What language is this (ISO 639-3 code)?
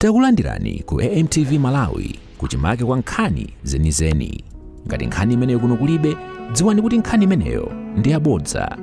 nya